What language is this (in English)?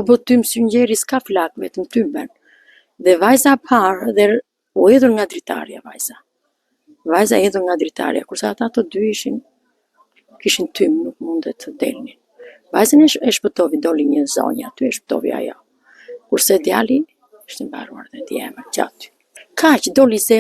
Albanian